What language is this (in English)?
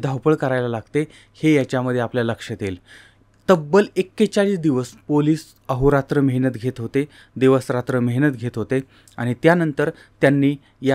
Marathi